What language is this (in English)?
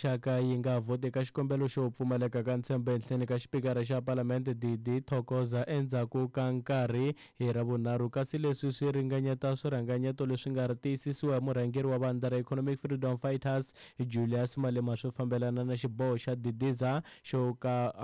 Tsonga